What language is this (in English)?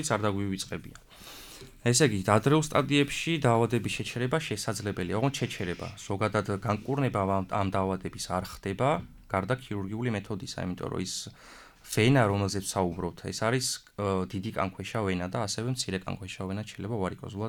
Georgian